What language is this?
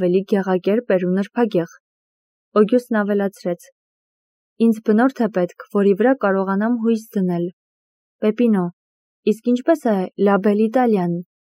Armenian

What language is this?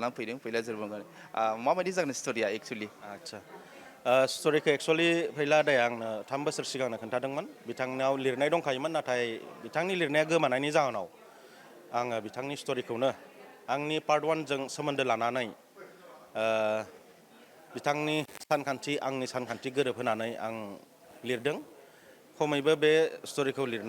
Bodo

